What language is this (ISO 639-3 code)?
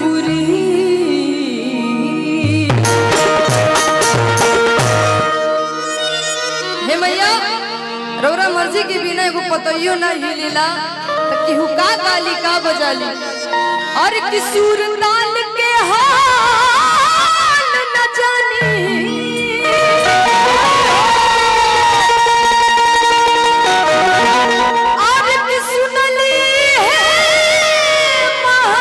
bho